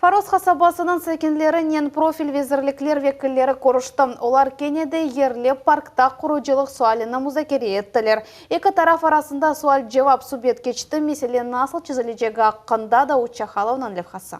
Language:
Crimean Tatar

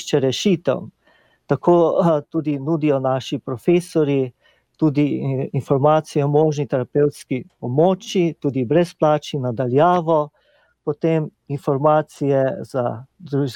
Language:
Slovenian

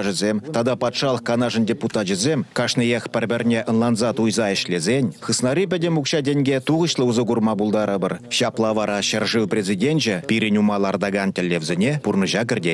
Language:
Chuvash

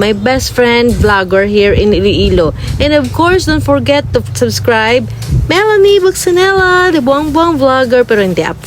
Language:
Hiligaynon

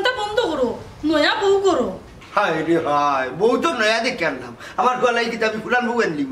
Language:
Sylheti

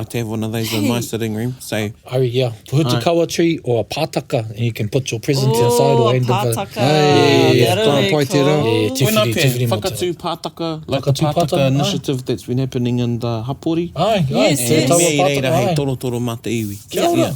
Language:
Māori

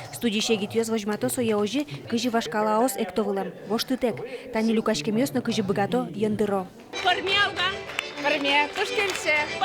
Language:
Udmurt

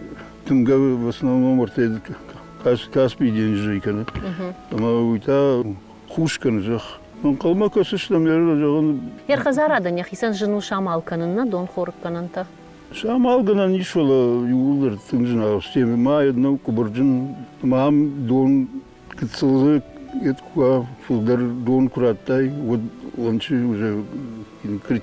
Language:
Ossetic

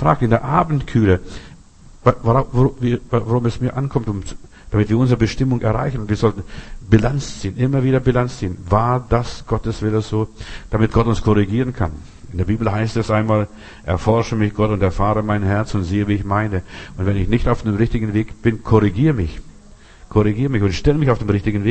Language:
German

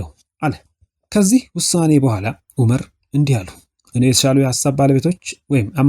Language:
Amharic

